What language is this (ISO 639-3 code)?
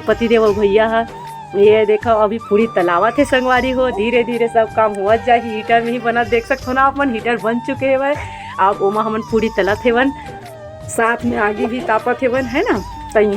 hne